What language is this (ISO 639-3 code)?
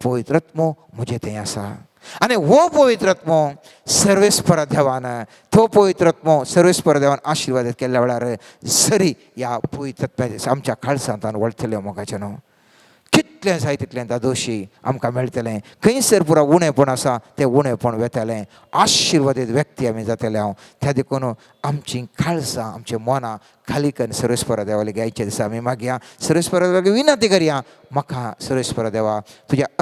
kok